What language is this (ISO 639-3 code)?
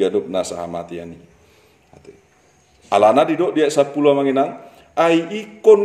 bbc